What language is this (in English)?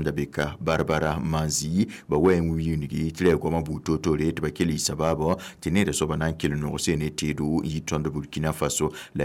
Mossi